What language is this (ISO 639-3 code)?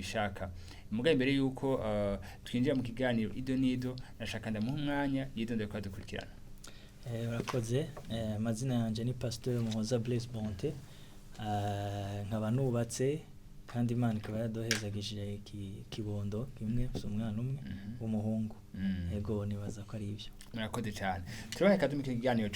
run